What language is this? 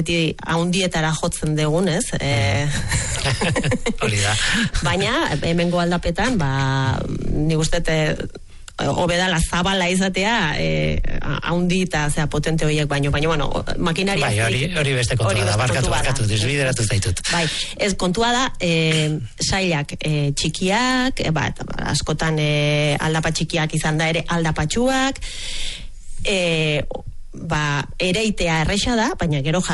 Basque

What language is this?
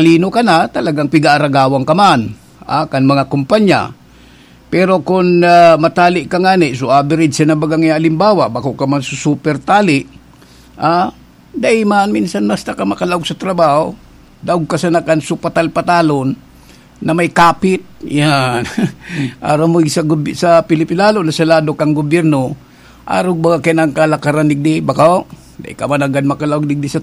Bikol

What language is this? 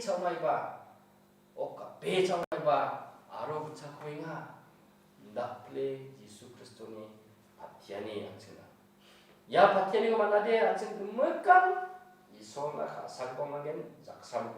Garo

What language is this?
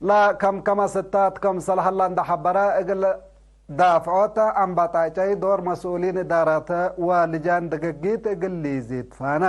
Tigre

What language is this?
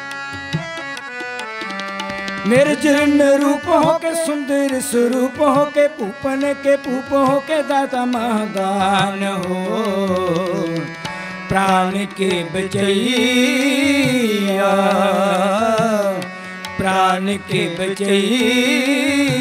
Bhojpuri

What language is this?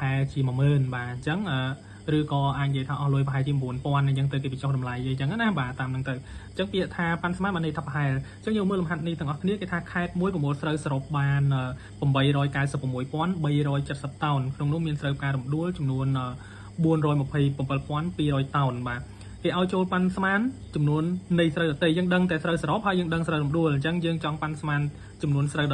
Khmer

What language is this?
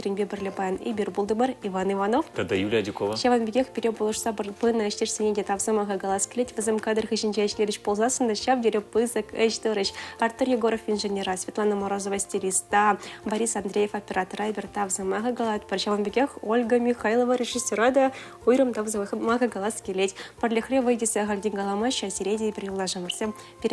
Chuvash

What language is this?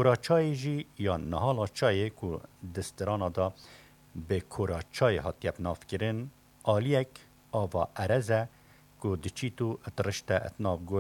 Kurdish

